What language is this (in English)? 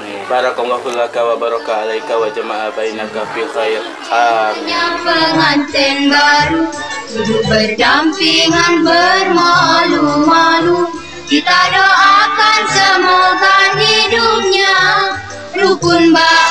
Musi